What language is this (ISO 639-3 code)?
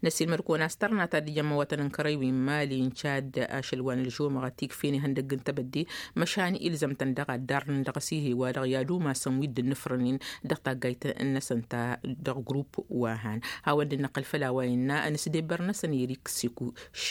taq